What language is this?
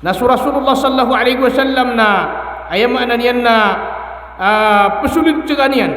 Maranao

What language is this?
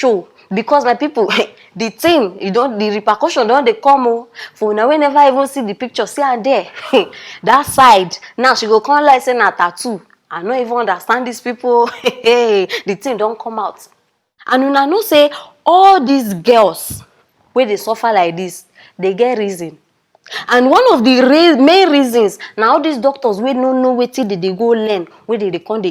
Nigerian Pidgin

